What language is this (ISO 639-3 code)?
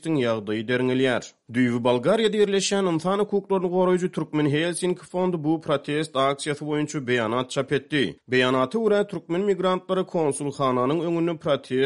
tuk